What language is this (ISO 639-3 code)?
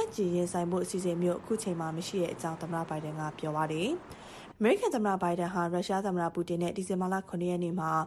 mya